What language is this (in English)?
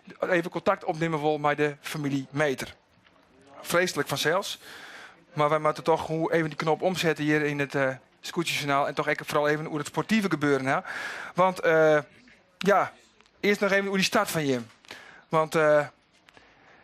Western Frisian